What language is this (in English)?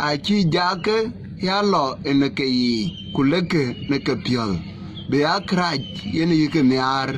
Dinka